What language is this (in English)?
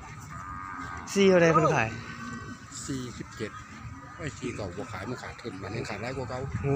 Northeastern Thai